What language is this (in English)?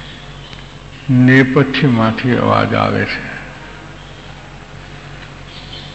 Gujarati